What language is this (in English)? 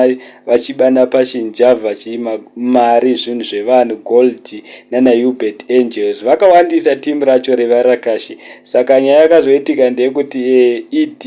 Shona